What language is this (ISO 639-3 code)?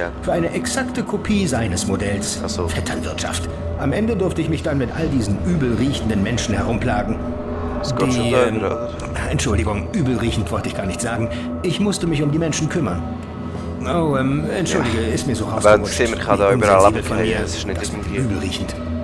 gsw